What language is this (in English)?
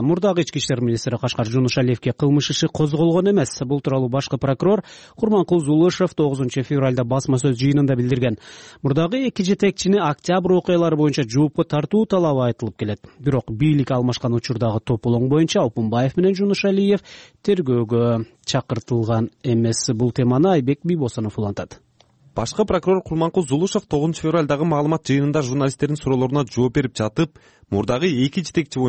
Kyrgyz